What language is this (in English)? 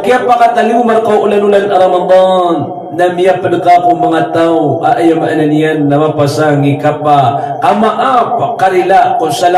Maranao